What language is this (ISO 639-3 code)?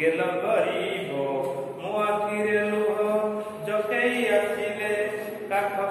ori